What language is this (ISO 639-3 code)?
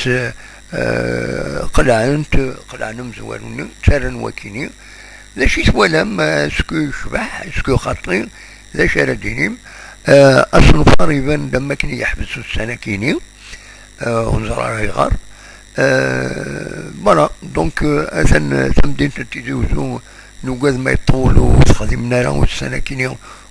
kab